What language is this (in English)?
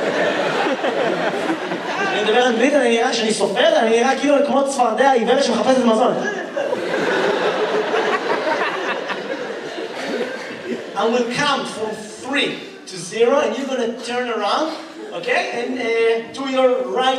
Hebrew